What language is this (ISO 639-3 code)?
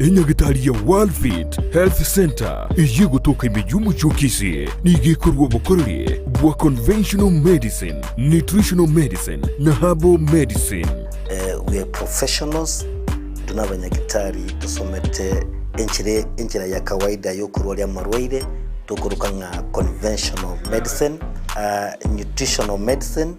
guz